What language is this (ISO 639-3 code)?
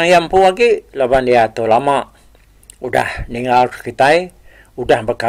iba